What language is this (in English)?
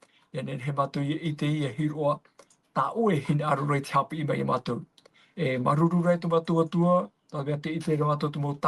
Tahitian